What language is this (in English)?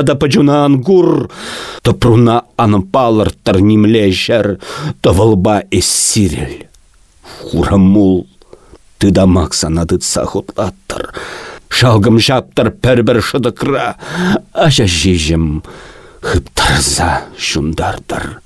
Chuvash